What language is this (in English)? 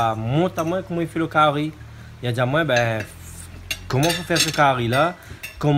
Réunion Creole French